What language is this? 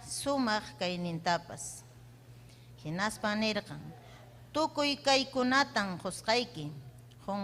Ayacucho Quechua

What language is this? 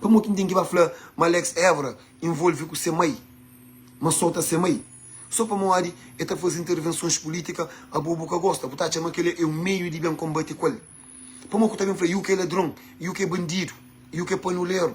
Kabuverdianu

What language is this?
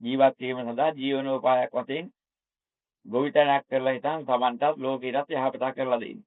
Sinhala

